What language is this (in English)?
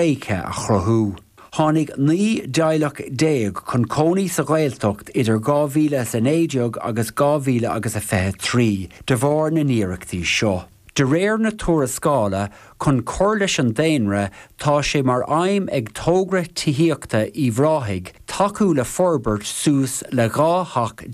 Irish